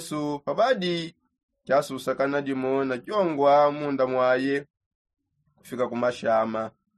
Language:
Songe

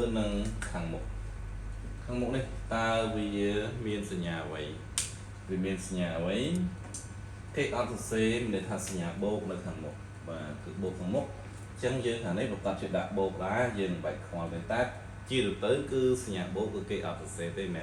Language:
Khmer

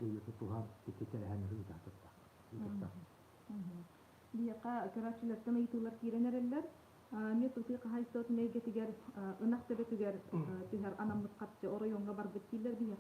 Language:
Yakut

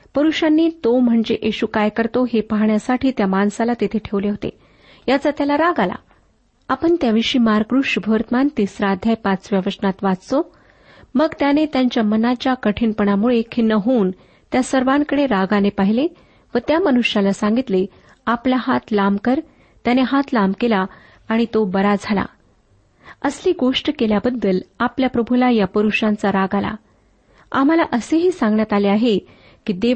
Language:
Marathi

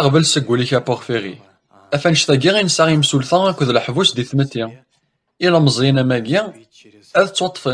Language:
Kabyle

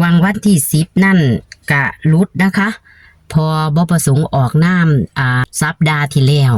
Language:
Northeastern Thai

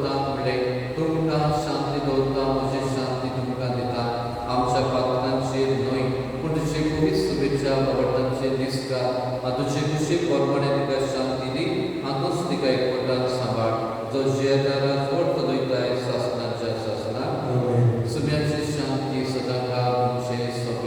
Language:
Konkani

